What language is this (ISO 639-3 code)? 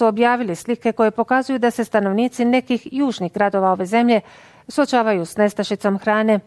bos